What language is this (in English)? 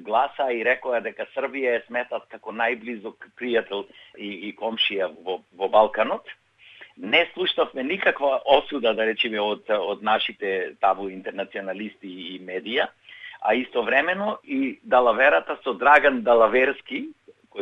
Macedonian